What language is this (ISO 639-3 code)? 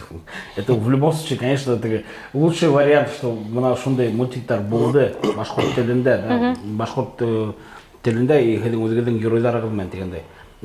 bak